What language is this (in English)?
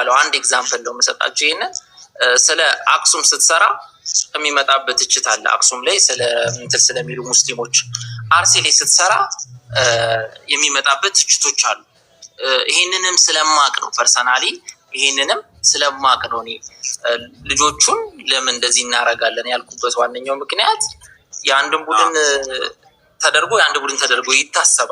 Amharic